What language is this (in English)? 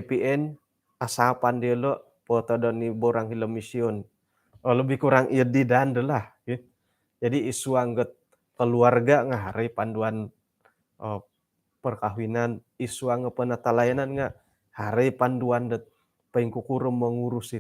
Central Dusun